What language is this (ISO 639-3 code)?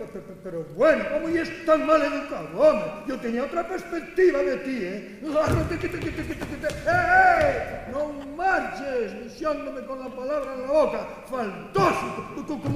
ast